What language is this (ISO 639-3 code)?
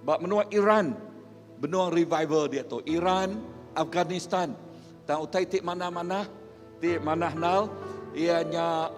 iba